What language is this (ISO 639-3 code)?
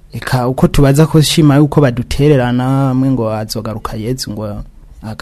run